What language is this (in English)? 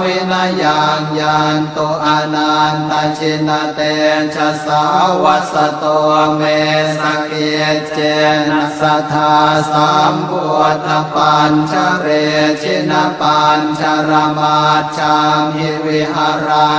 Pali